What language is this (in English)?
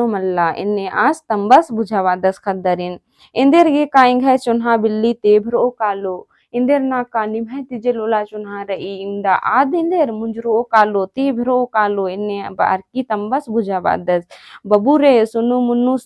Kurukh